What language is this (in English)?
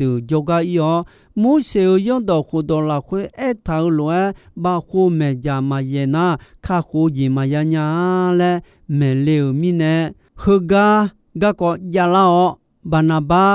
Akha